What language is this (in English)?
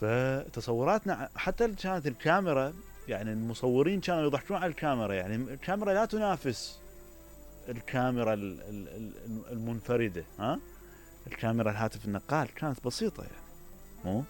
Mesopotamian Arabic